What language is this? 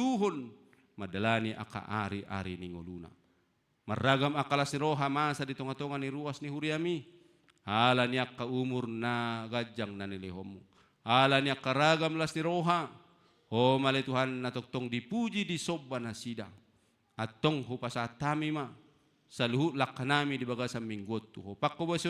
Batak Toba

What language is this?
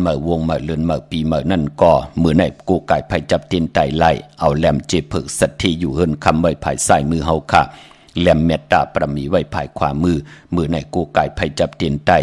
Shan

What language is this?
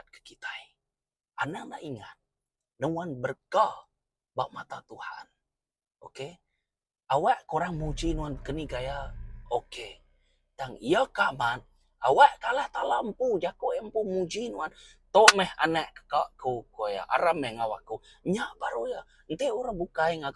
Iban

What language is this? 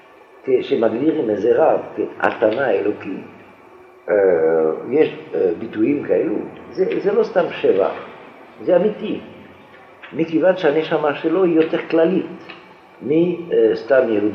Hebrew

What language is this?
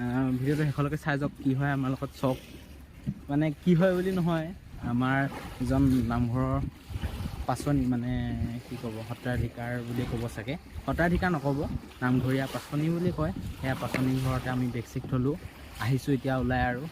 Assamese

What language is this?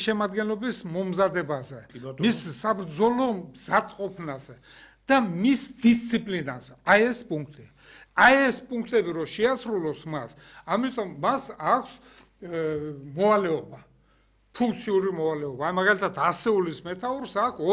Georgian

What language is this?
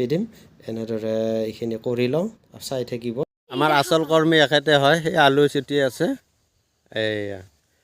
Assamese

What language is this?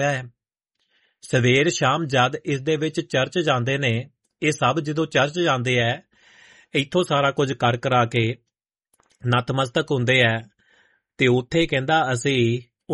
Punjabi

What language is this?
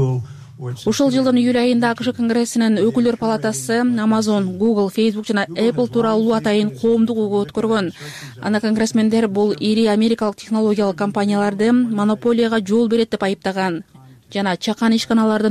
Kyrgyz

